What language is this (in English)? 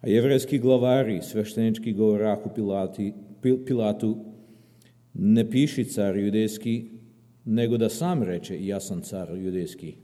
Serbian